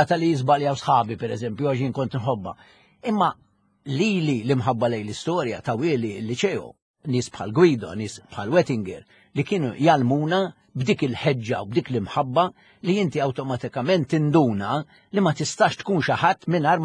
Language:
Maltese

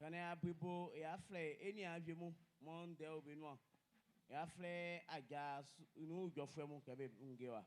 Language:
Baoulé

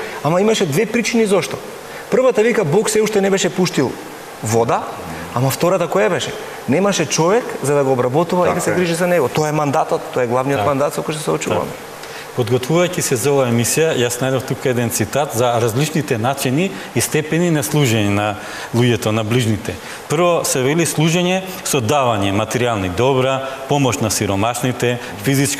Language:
Macedonian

